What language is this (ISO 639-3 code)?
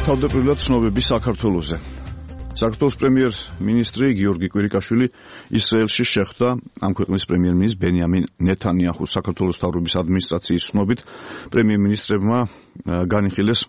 kat